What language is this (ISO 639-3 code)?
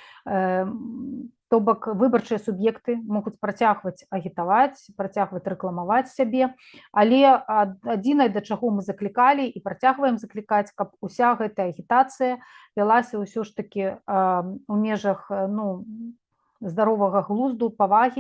bel